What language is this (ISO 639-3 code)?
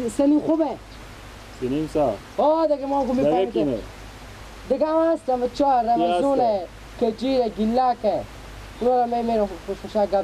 fas